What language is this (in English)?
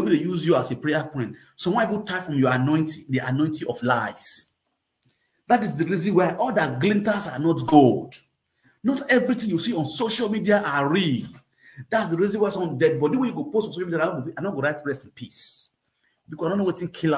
Nigerian Pidgin